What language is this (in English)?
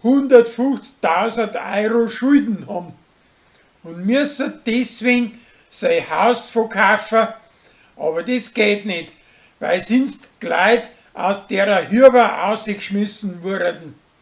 Bavarian